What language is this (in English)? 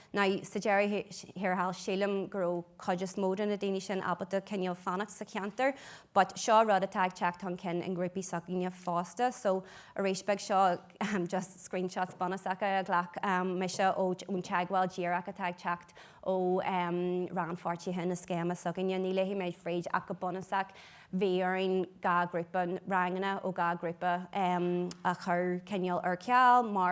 Irish